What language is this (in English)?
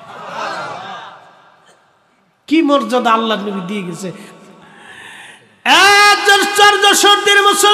Bangla